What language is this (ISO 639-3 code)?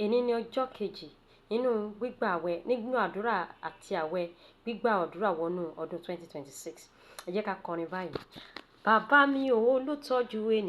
yor